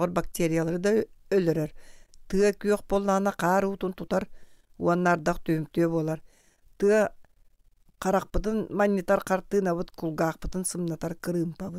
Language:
Yakut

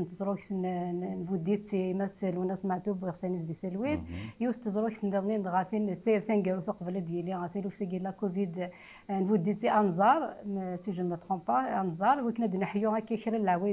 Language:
Kabyle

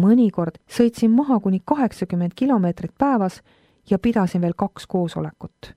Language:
Estonian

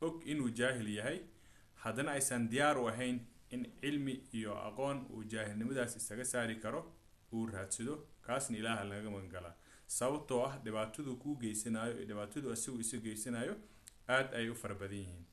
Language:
Somali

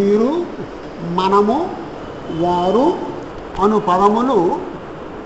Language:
Telugu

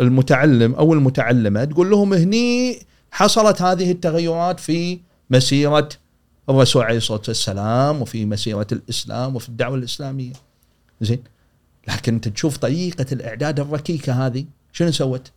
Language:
Gulf Arabic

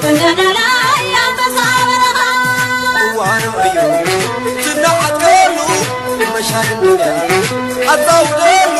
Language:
Tigrinya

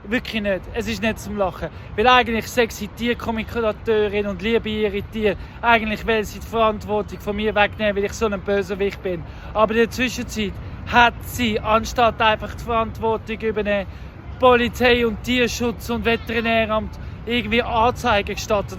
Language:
Swiss German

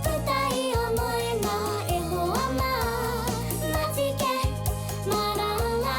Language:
Māori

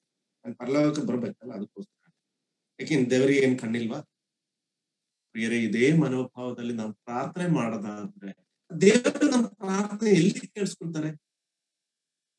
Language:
Kannada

